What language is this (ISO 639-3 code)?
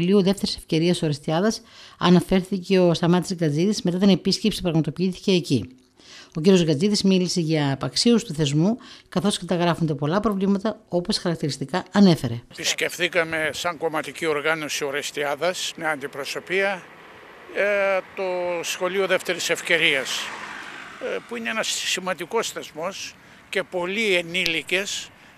ell